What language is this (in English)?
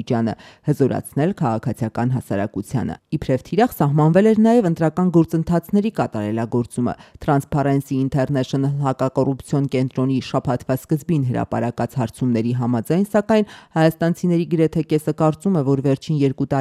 Armenian